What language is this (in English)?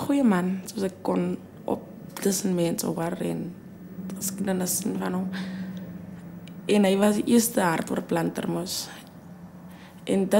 Afrikaans